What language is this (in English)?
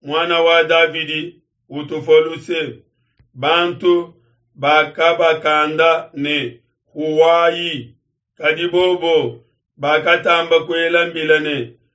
Luba-Lulua